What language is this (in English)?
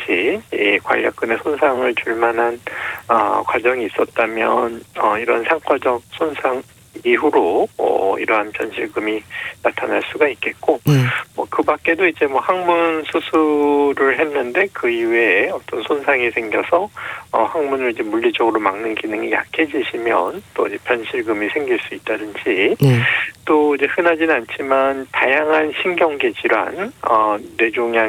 Korean